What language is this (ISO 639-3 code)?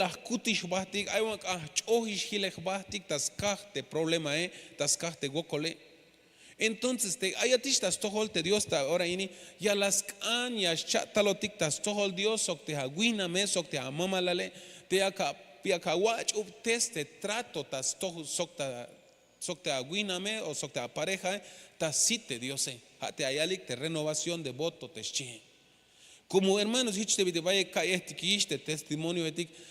tzh